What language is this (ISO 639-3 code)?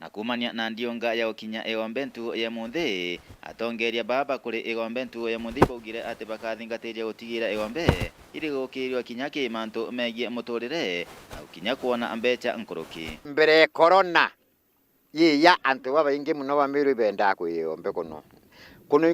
mer